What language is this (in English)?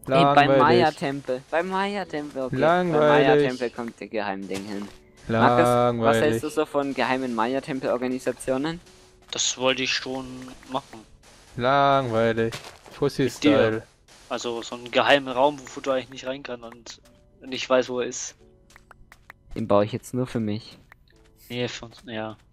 German